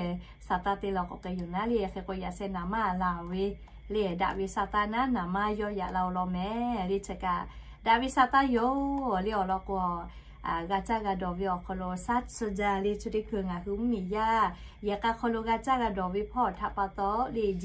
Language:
Lahu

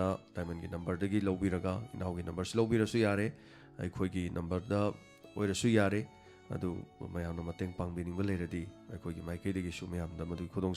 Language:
Manipuri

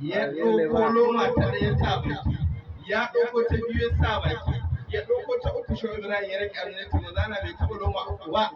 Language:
Hausa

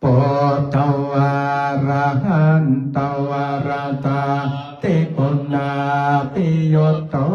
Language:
Pali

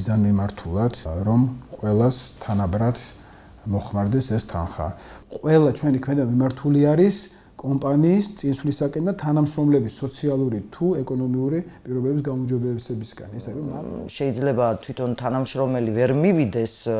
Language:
Georgian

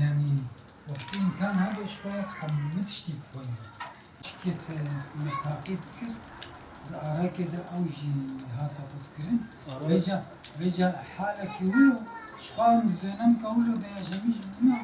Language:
Kurdish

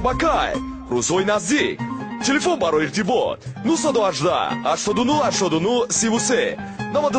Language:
Tajik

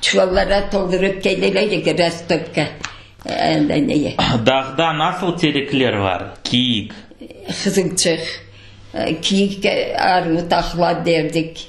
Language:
Crimean Tatar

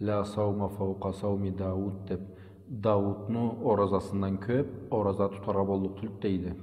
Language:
Karachay-Balkar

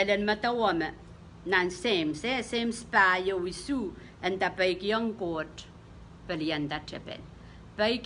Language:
Pohnpeian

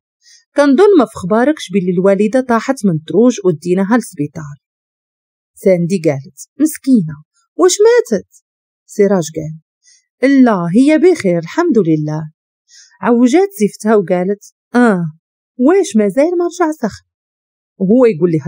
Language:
Moroccan Arabic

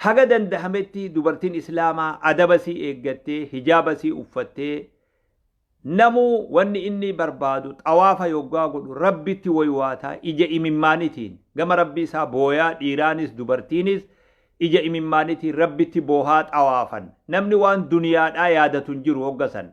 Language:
Oromo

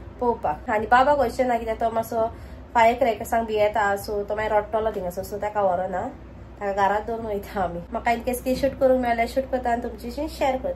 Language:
Konkani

